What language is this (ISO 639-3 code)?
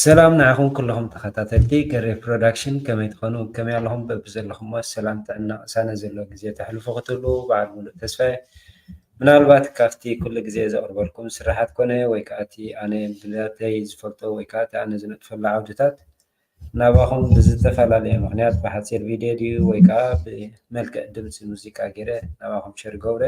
tir